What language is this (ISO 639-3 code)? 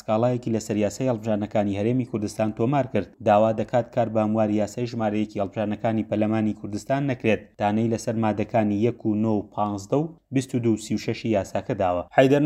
ckb